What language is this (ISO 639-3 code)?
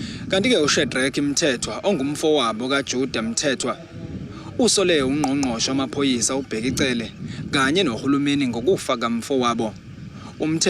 zul